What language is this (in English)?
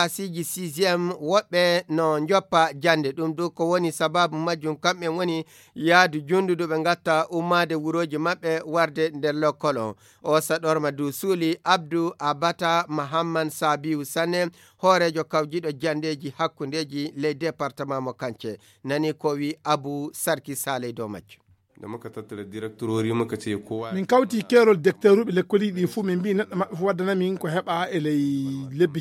Fula